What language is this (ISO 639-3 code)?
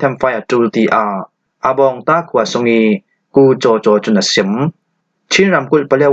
cfm